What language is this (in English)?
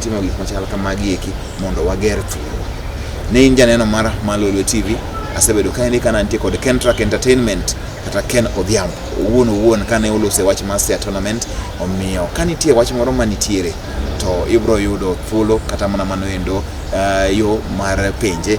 Luo (Kenya and Tanzania)